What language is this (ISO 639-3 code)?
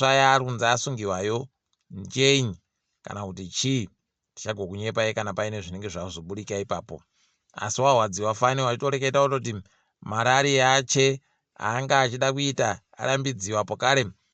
ndc